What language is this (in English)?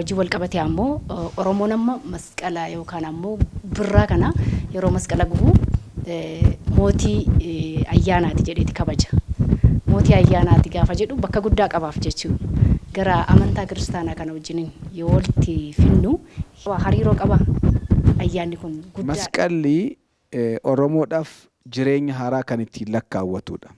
Oromo